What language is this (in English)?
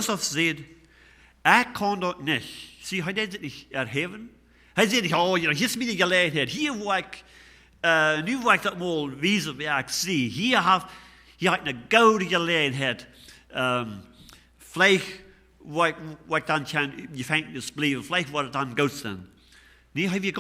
Plautdietsch